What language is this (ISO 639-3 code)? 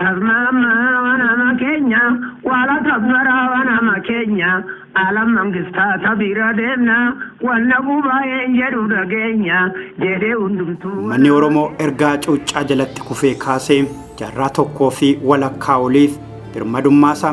orm